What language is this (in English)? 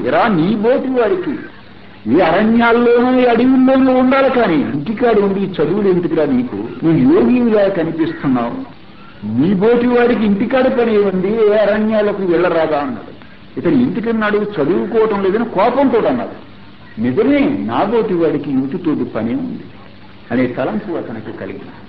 Telugu